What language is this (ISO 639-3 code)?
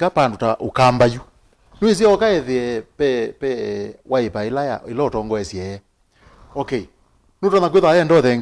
kam